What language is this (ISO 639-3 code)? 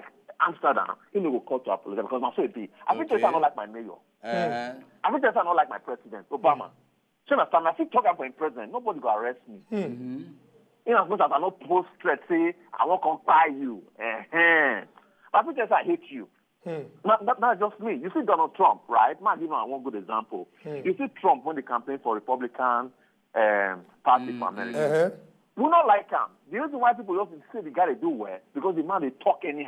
pcm